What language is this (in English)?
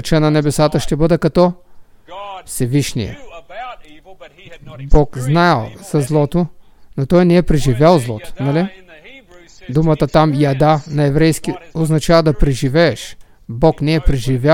Bulgarian